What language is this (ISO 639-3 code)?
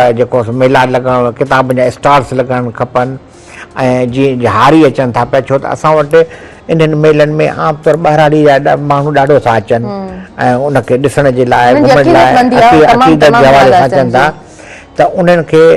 snd